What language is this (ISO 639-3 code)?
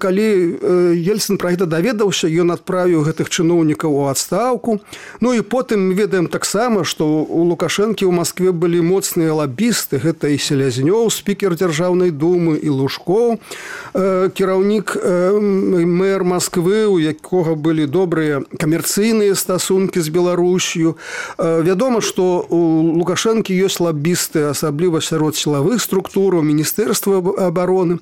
bel